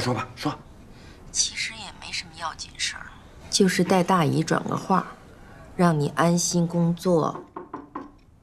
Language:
Chinese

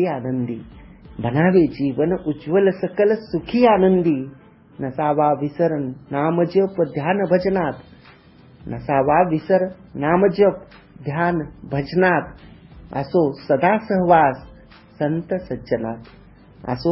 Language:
Marathi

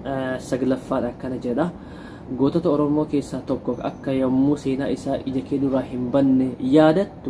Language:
Oromo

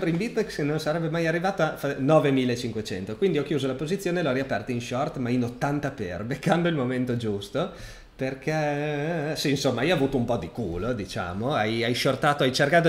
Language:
Italian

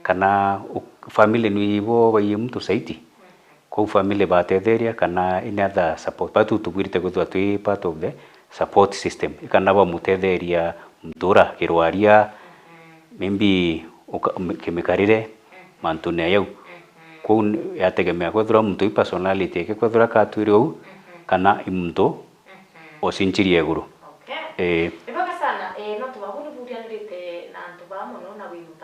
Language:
Meru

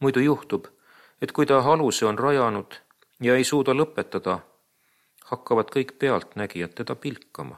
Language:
Estonian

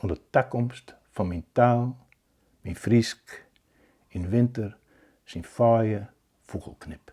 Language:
Western Frisian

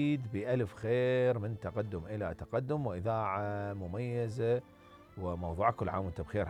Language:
Mesopotamian Arabic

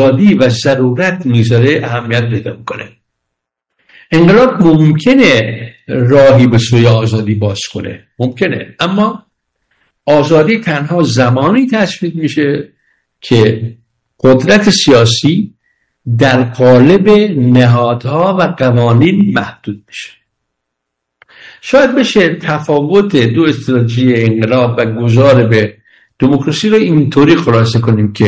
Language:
Persian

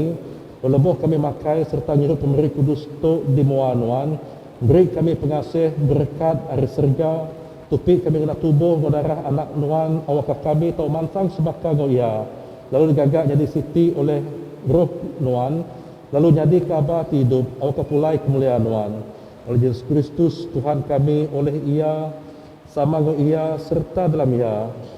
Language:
Iban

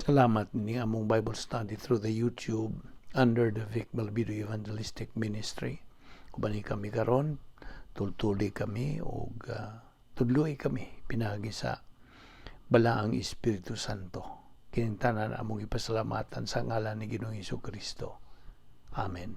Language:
Cebuano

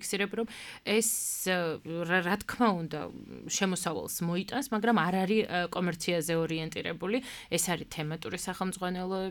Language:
Georgian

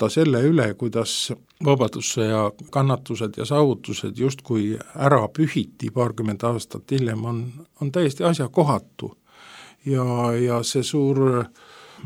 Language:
Estonian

